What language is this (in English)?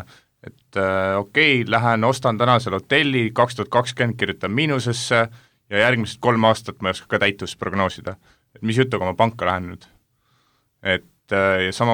Estonian